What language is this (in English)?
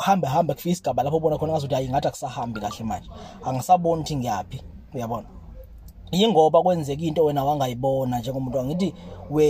Zulu